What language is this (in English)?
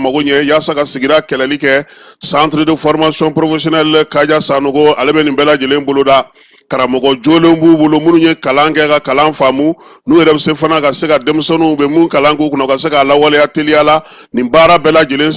Bambara